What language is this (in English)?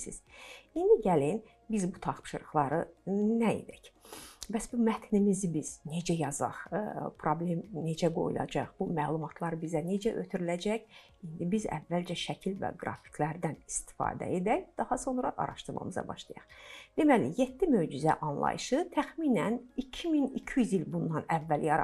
Azerbaijani